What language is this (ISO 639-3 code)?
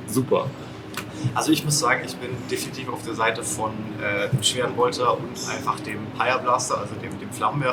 deu